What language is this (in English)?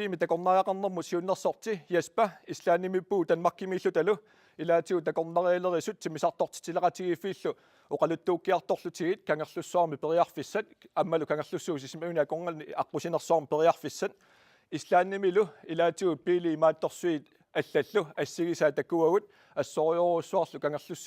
Kalaallisut